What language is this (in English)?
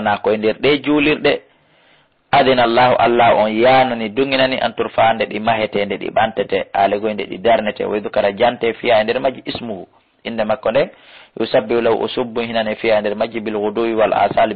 Fula